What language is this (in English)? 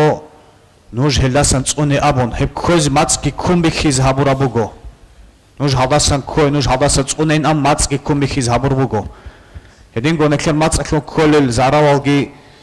Avaric